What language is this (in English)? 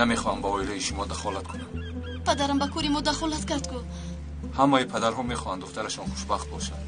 Tajik